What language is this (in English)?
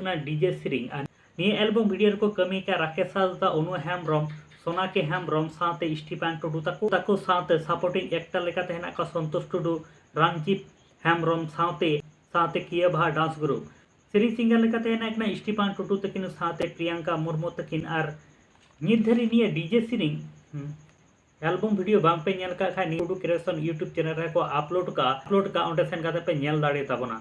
Santali